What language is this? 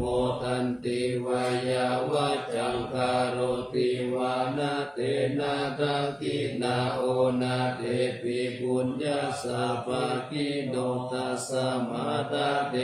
Pali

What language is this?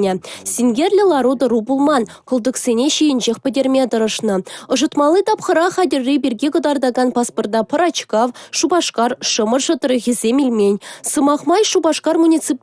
Chuvash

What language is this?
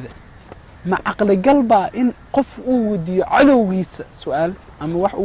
Somali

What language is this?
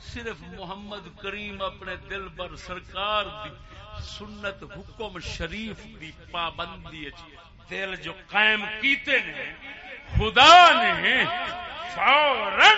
Saraiki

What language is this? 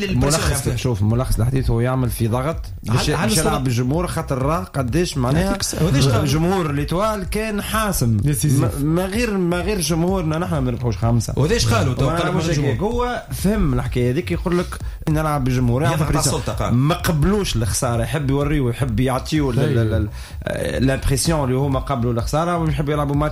Tunisian Arabic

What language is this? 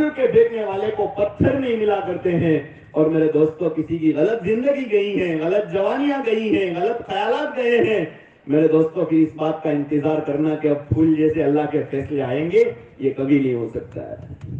Urdu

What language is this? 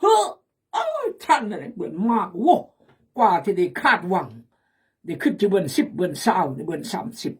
Khmu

